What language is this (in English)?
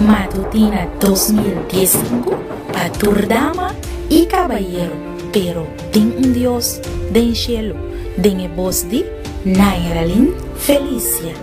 Papiamento